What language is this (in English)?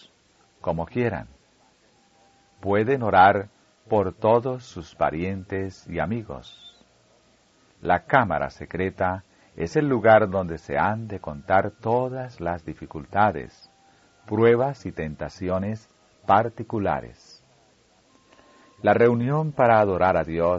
Spanish